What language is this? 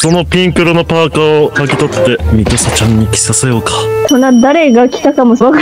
Japanese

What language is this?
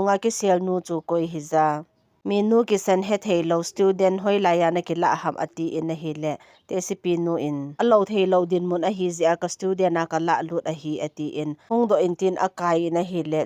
Thado Chin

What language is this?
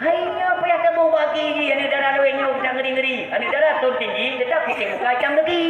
Achinese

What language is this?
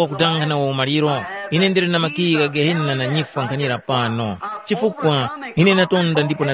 Tumbuka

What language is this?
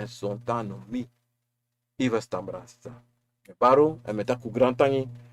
Sranan Tongo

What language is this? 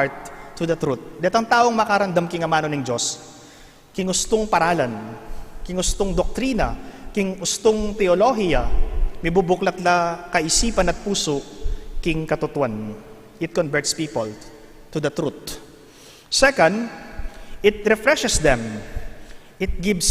Pampanga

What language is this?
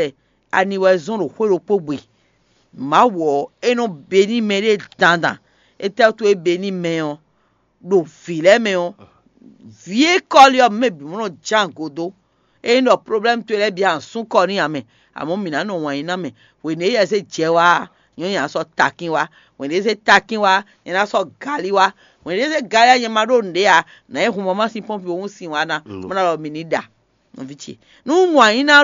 Fon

